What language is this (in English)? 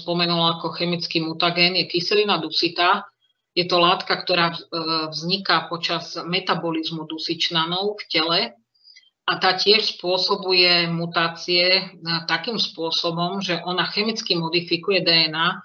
Slovak